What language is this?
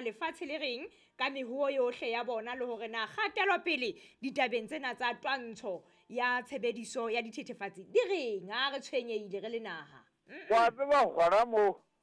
Southern Sotho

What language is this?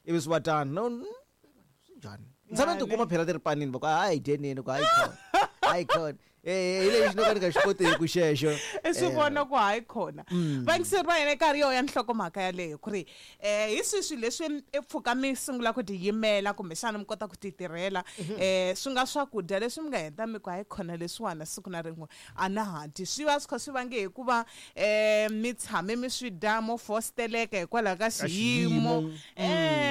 Tsonga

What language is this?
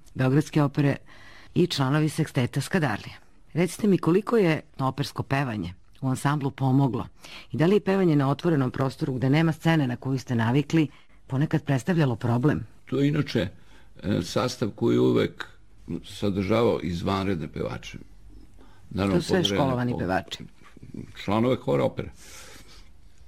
Serbian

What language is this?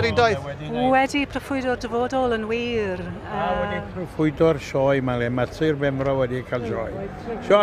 Welsh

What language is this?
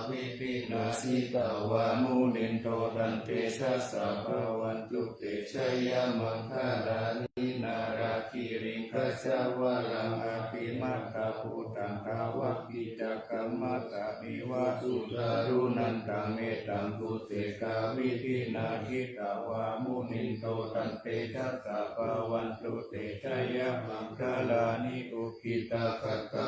Pali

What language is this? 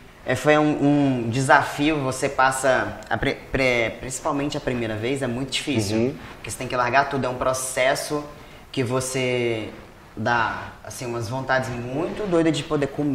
Portuguese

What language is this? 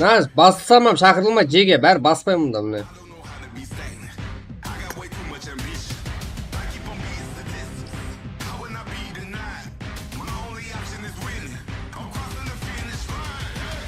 Kara-Kalpak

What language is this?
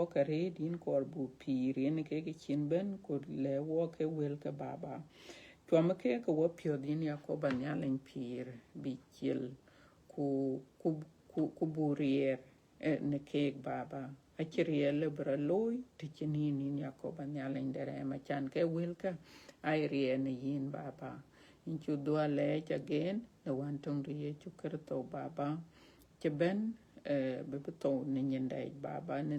Dinka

